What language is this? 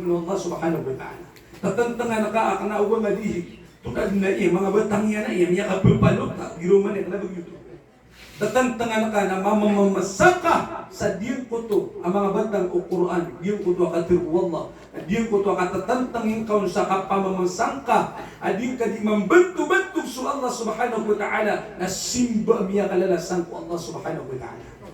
Maranao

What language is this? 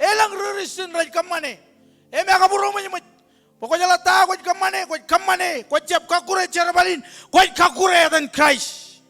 Marshallese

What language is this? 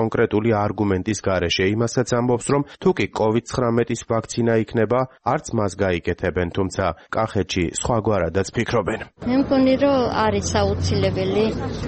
Georgian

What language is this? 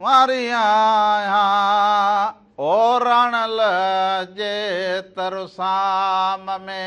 Sindhi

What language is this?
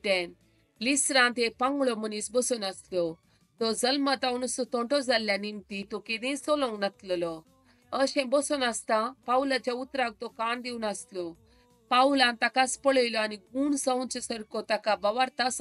Konkani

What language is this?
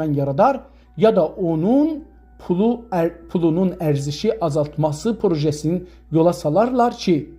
South Azerbaijani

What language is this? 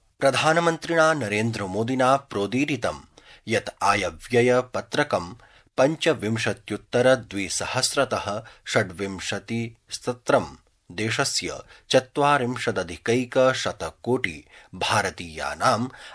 Sanskrit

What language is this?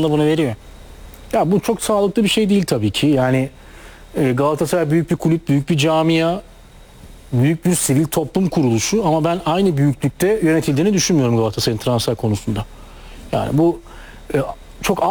Turkish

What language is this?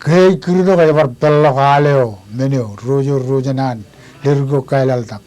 Marshallese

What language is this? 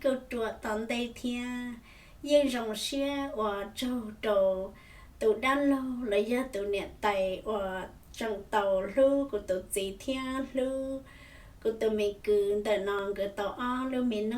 Hmong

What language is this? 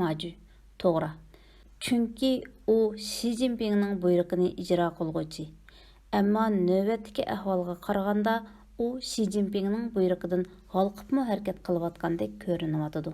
Uyghur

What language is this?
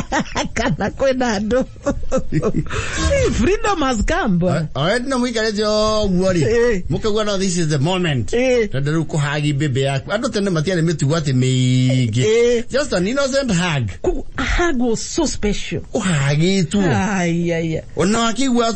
Kikuyu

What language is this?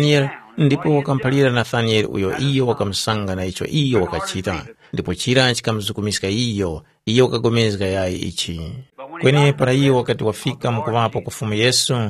Tumbuka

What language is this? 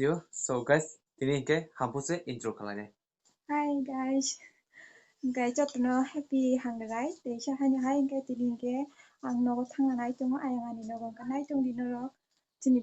Kok Borok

